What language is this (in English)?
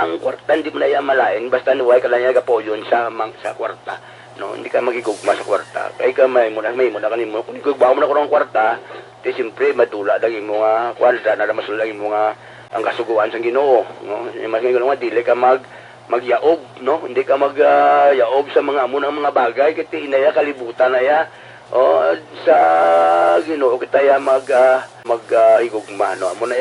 Hiligaynon